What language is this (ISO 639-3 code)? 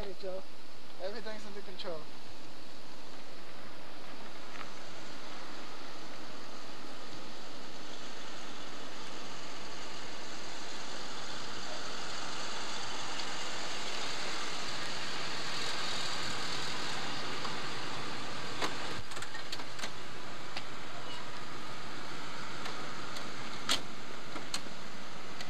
eng